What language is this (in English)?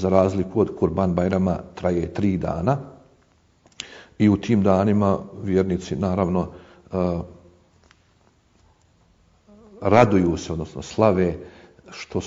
Bosnian